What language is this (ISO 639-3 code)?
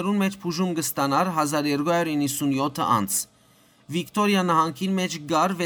hyw